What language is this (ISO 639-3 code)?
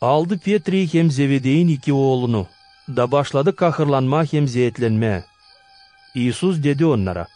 gag